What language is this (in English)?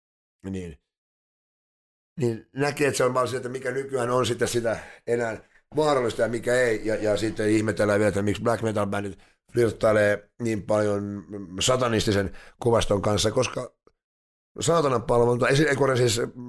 Finnish